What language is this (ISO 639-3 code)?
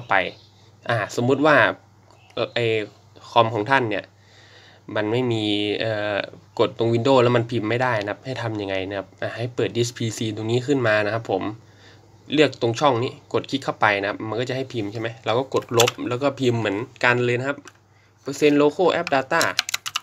tha